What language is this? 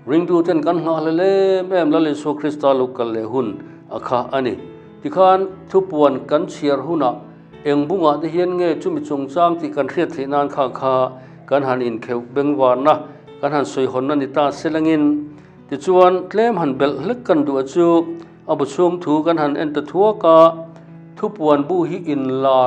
Mizo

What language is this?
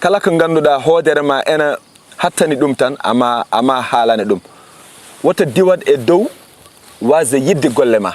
Fula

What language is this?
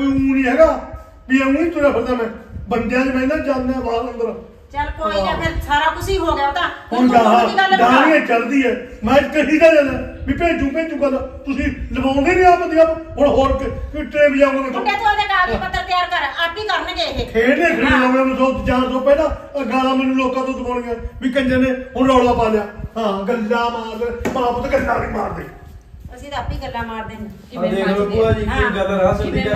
Punjabi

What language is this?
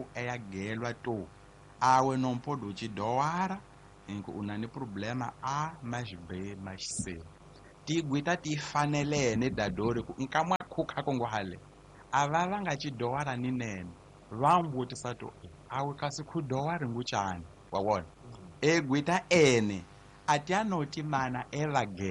Tsonga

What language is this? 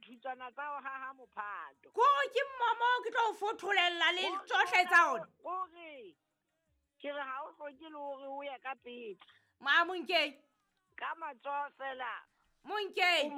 Southern Sotho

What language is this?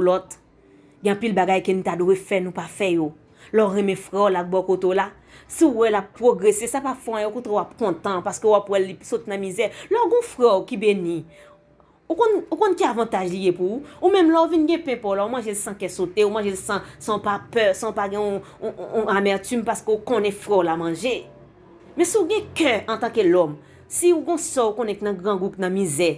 Haitian Creole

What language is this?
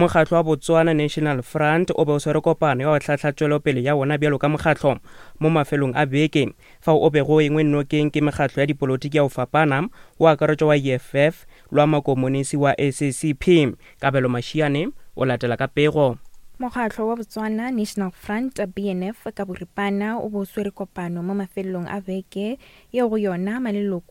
Northern Sotho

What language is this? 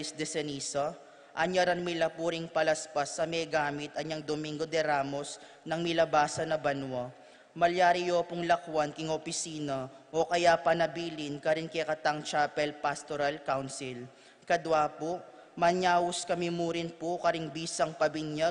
Pampanga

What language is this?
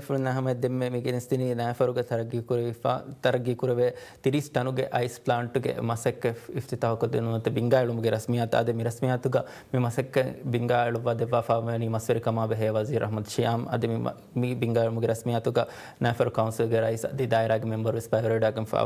Divehi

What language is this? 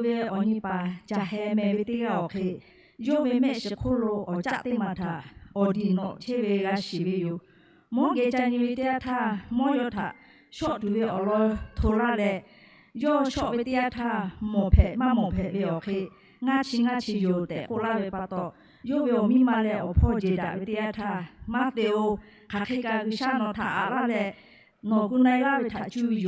Lahu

